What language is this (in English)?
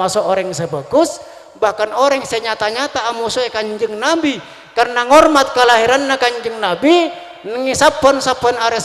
Madurese